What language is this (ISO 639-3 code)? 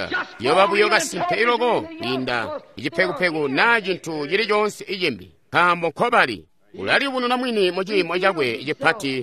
toi